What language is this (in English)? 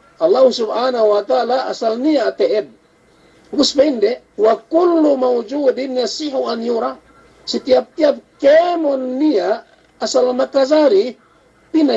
Yakan